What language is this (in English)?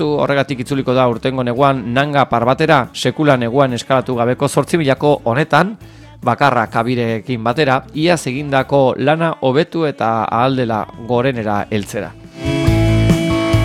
Basque